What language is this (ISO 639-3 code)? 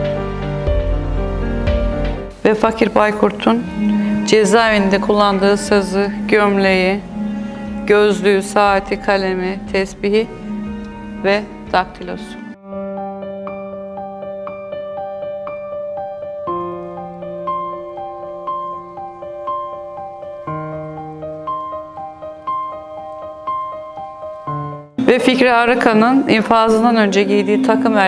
tur